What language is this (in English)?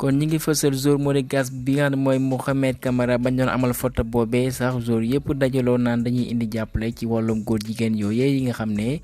Wolof